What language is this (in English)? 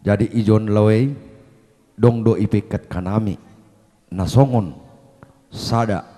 Batak Simalungun